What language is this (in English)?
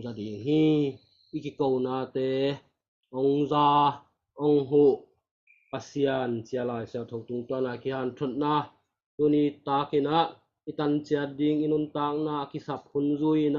Tedim Chin